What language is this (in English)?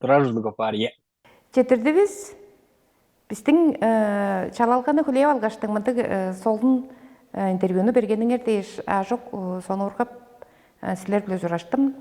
Tuvinian